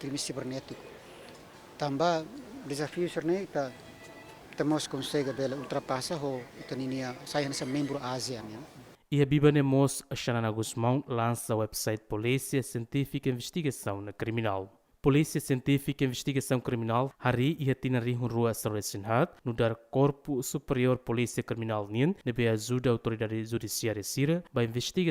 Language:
Tetum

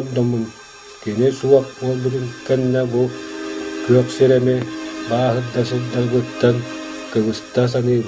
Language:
Yakut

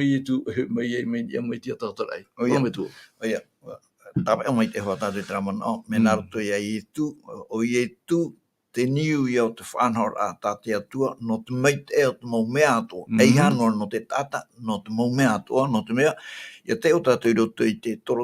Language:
Tahitian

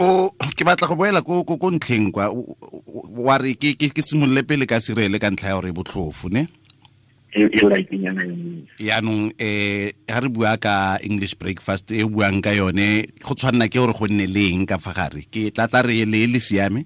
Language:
Tswana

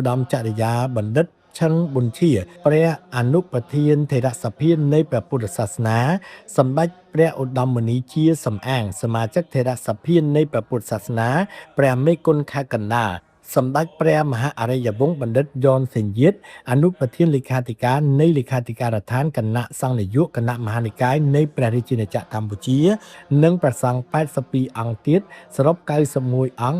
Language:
Khmer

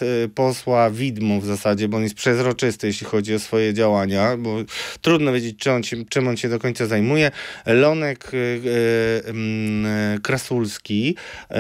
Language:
Polish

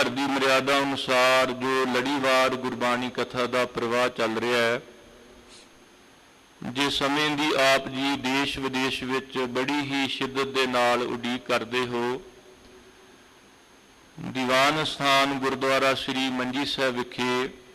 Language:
Punjabi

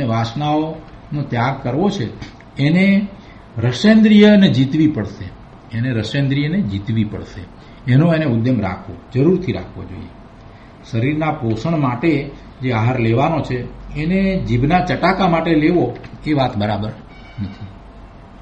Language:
Gujarati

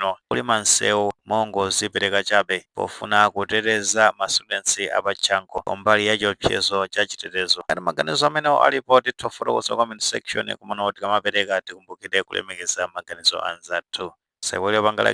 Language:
Nyanja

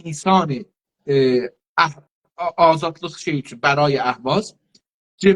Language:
South Azerbaijani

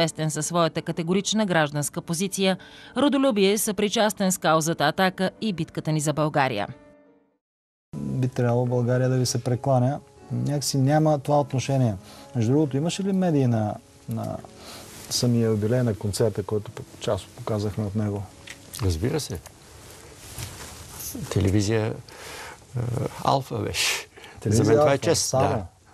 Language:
Bulgarian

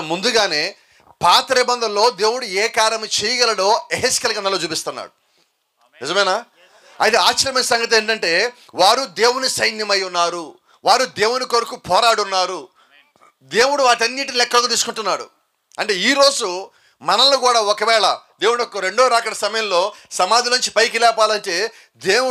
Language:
Telugu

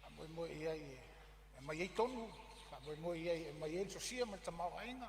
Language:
Samoan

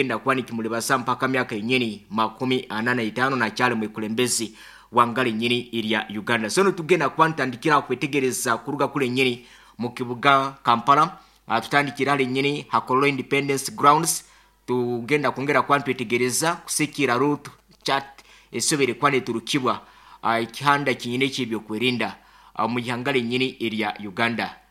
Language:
Nyankole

